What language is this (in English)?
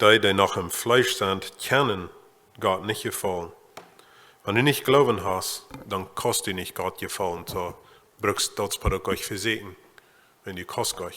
Plautdietsch